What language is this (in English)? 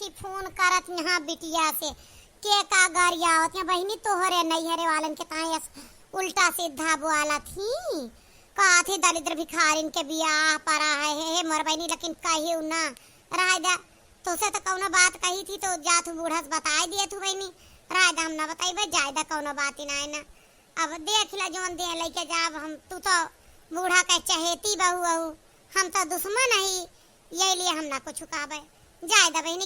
Awadhi